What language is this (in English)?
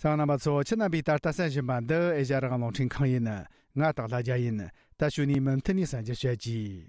Tibetan